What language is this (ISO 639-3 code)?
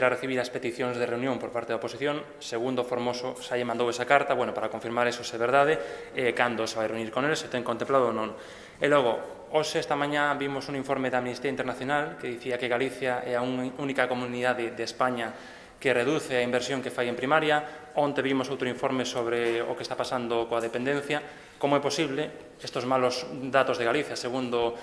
glg